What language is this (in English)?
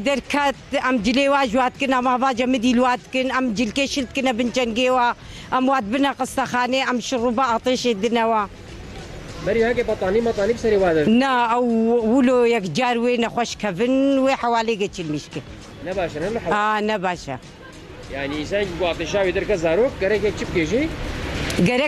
Kurdish